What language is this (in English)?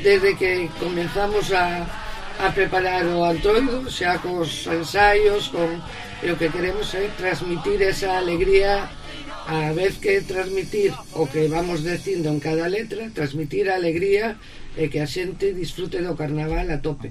Galician